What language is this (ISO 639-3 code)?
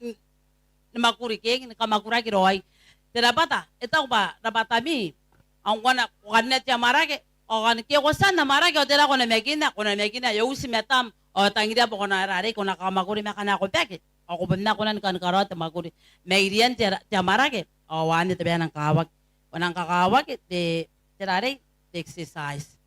gil